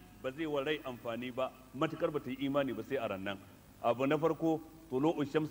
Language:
Hausa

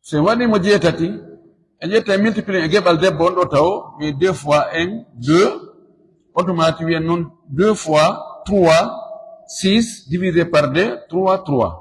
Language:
Fula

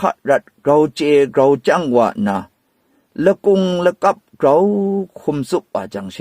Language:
Kachin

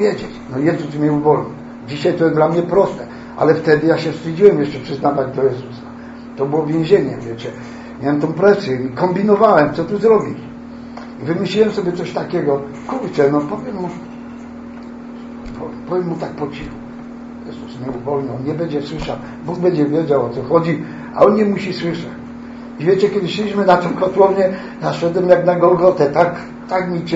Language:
Polish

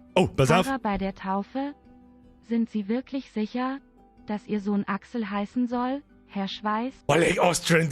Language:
Bavarian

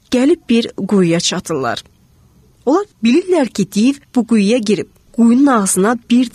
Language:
Azerbaijani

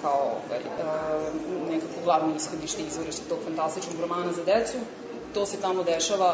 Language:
Serbian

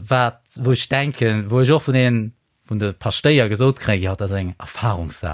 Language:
Luxembourgish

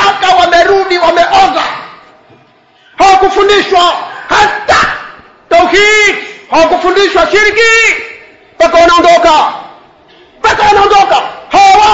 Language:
Swahili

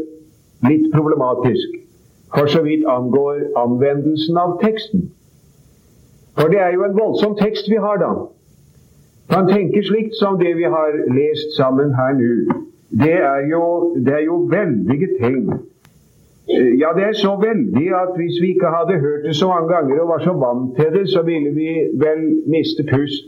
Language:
Norwegian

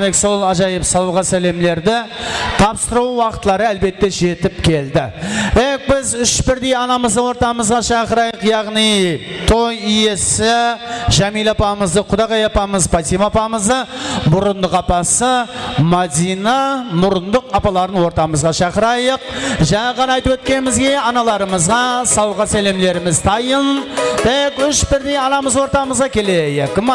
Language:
Kara-Kalpak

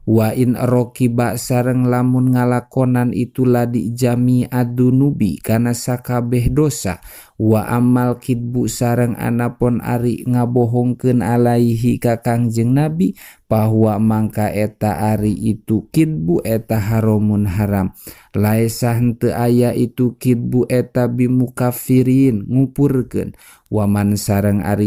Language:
Sundanese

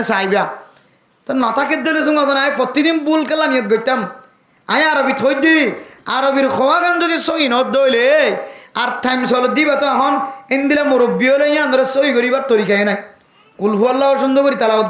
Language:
Rohingya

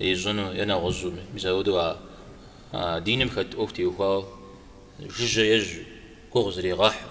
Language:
Kabardian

